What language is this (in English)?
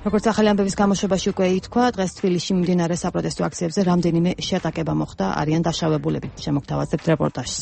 Georgian